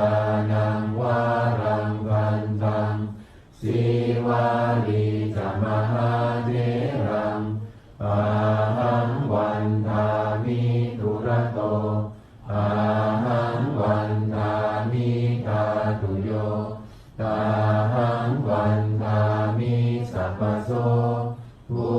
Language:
Pali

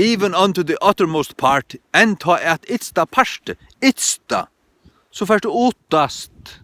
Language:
Faroese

